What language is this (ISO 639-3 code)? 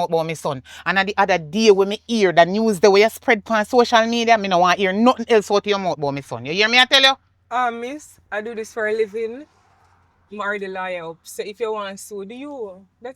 jam